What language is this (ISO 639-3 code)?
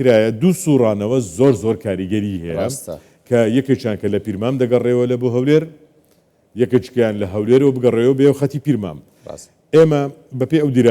ckb